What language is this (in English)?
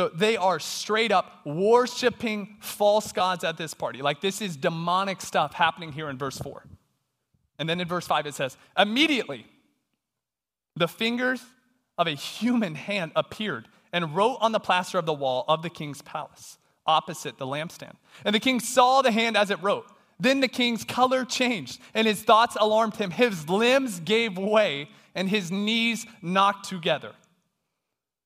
English